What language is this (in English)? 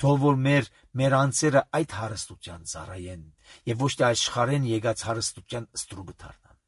Armenian